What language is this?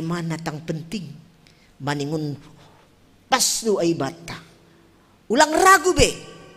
Batak Simalungun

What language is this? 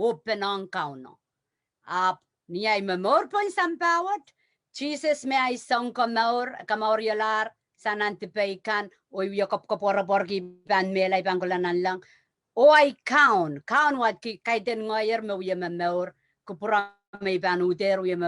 Pohnpeian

